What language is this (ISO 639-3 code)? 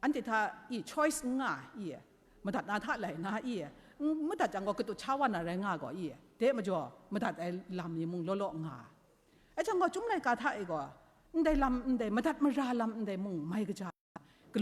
kac